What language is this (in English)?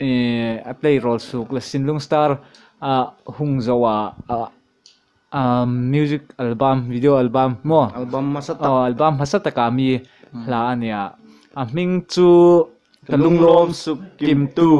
Hmar